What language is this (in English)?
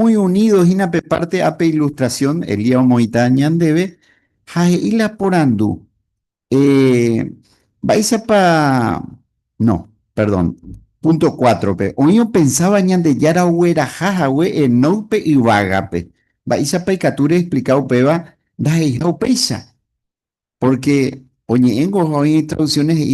Guarani